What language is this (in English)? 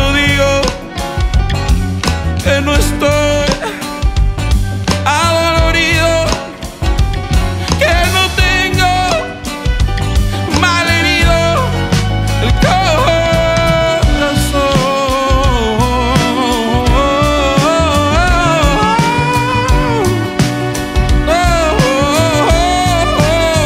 Spanish